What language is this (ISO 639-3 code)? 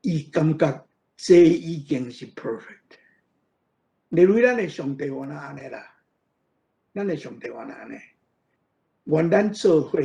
nan